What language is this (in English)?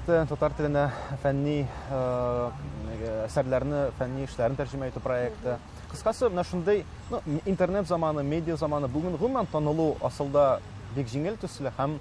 Tatar